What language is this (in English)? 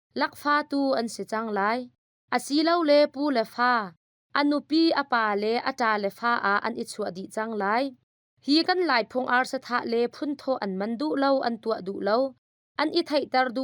Hakha Chin